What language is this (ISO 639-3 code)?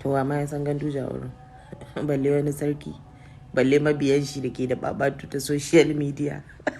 hau